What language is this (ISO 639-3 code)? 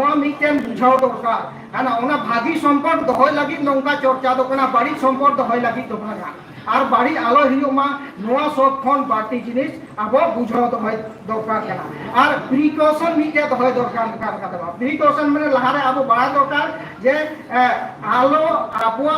sat